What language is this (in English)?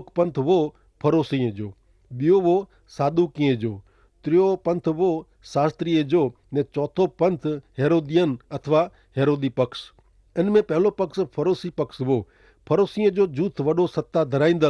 Kachhi